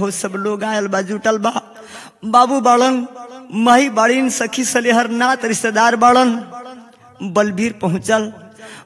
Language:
Bhojpuri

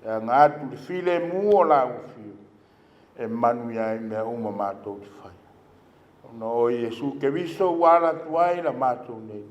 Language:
Samoan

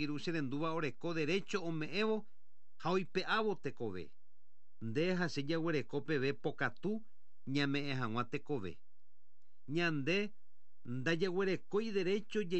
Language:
Guarani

